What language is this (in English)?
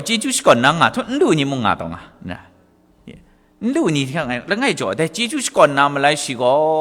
Kachin